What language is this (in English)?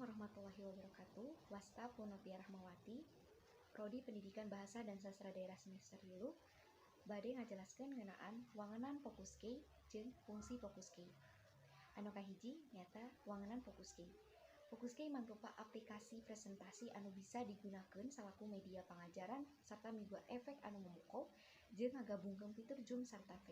Sundanese